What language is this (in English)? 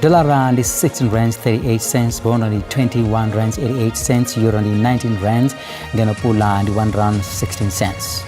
Venda